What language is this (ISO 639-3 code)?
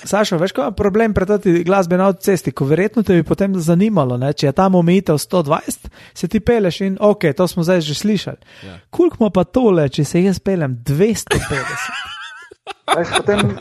slv